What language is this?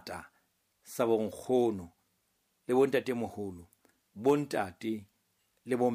Southern Sotho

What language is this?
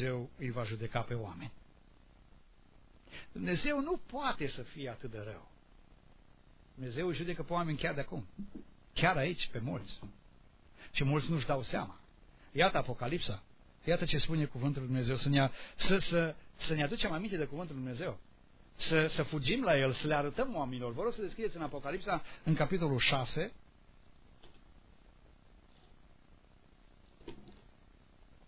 Romanian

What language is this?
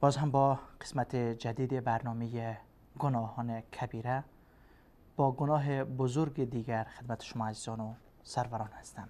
Persian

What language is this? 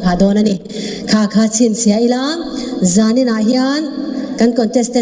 Mizo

